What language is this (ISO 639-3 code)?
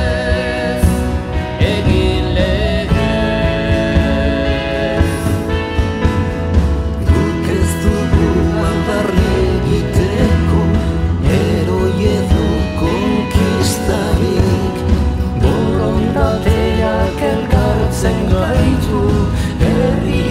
eus